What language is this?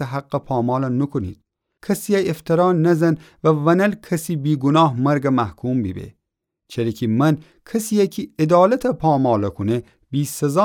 Gilaki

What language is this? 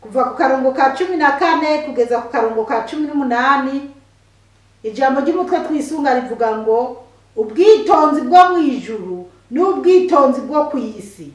Rundi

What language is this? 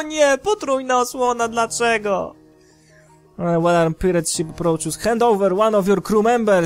Polish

